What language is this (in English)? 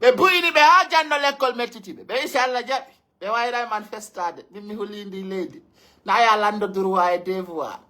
Pular